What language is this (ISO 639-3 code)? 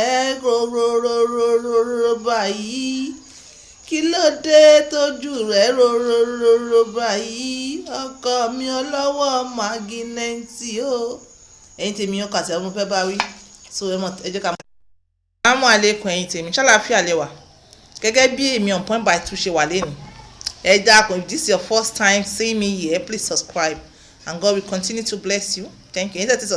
yor